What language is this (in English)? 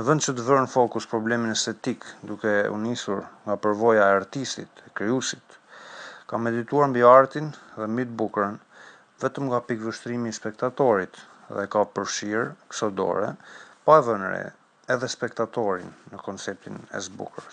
Albanian